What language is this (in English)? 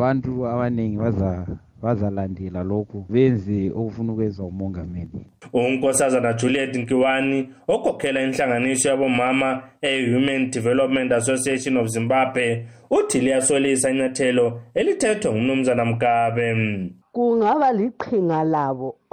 North Ndebele